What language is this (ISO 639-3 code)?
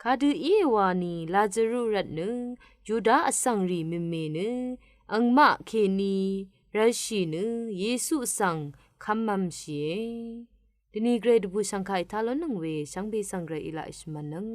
raw